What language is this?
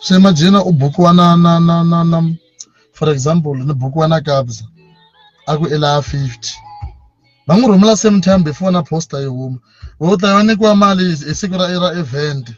Tsonga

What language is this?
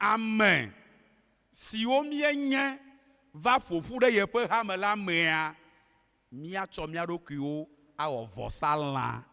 Ewe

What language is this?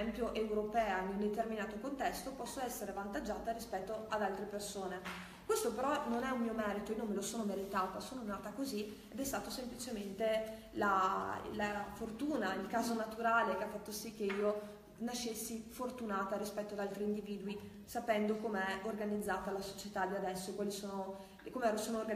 Italian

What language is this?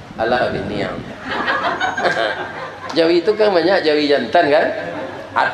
Minangkabau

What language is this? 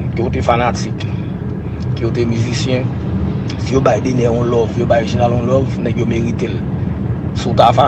Haitian Creole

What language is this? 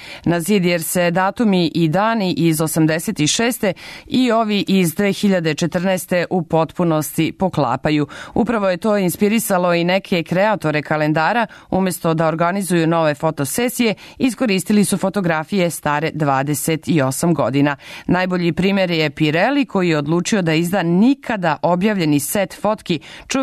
Serbian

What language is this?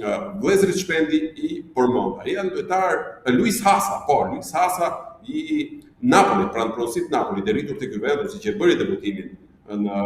Albanian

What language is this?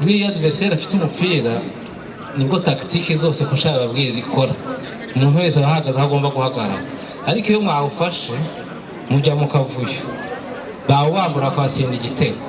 Kinyarwanda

